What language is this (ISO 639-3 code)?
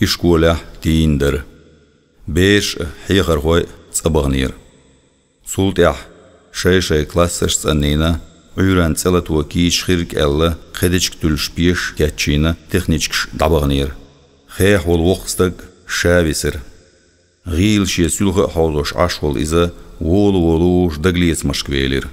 che